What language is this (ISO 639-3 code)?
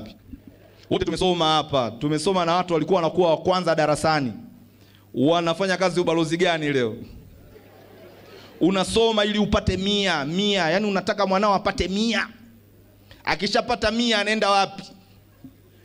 swa